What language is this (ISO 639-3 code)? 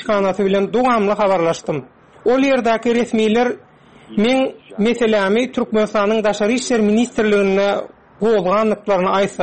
tuk